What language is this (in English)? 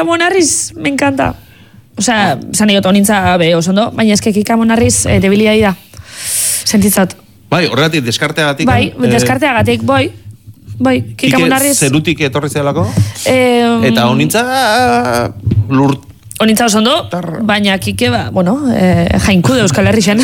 Basque